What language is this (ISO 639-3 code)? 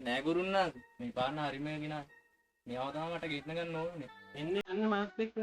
sin